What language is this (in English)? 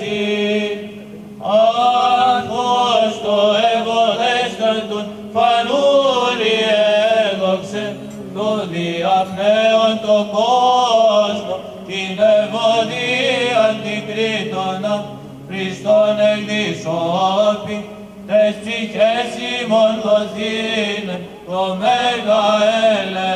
Greek